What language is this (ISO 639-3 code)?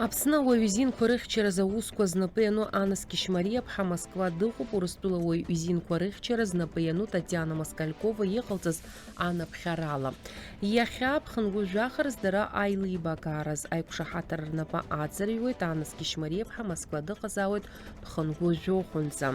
abk